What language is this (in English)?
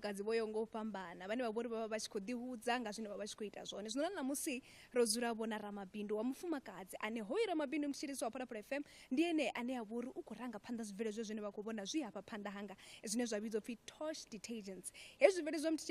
Venda